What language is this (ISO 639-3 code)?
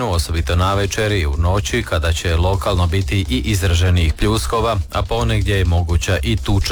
hrv